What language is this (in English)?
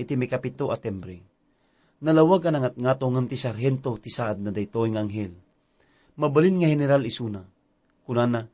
Iloko